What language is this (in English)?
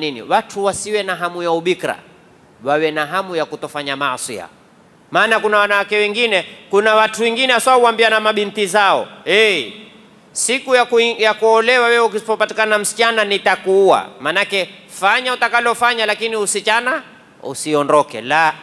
Swahili